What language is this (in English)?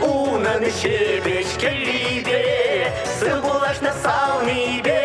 Chuvash